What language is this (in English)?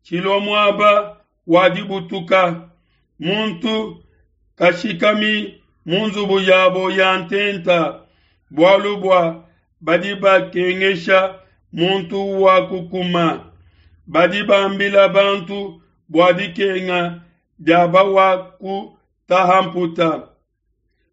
Luba-Lulua